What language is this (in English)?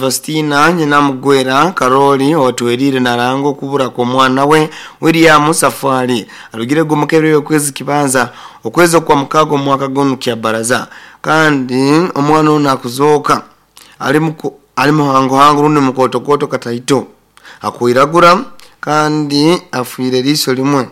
Nyoro